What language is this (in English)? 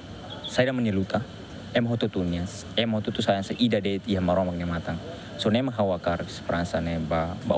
Tetum